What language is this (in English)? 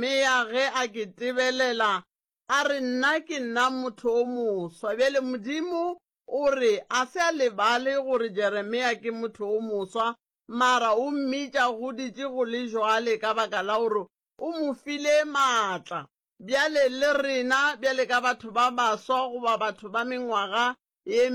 Northern Sotho